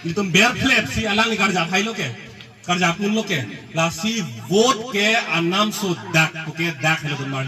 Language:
Karbi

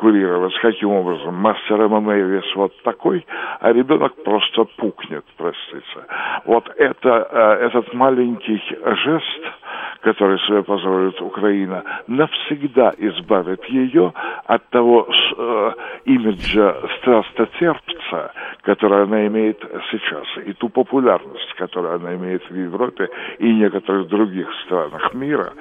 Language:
Russian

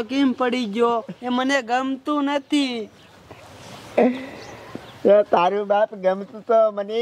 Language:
Gujarati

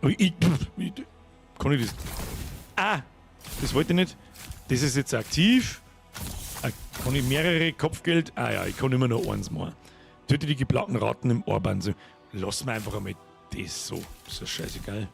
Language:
Bavarian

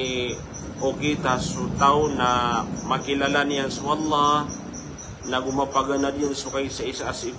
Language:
Maranao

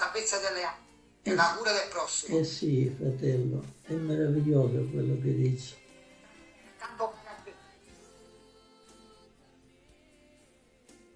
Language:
Italian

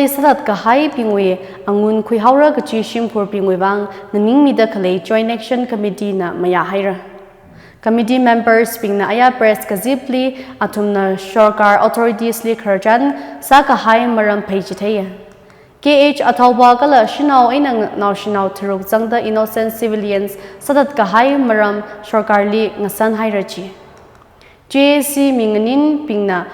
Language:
Tangkhul Naga (India)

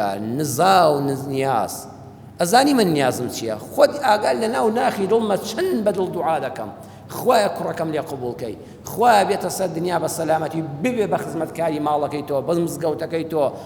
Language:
Central Kurdish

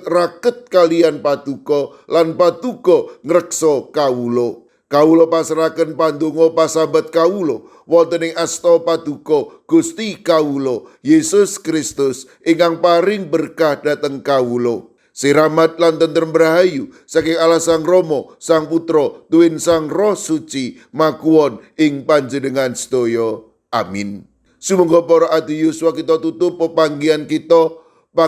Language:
Javanese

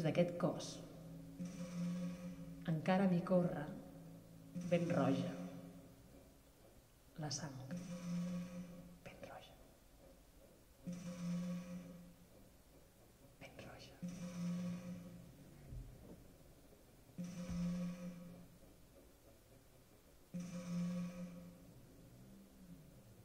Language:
Catalan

